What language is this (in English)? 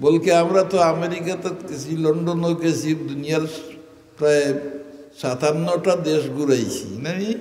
Sylheti